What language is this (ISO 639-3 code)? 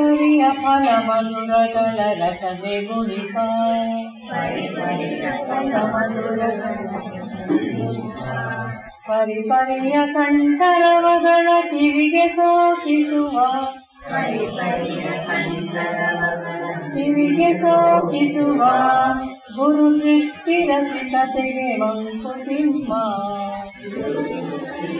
kan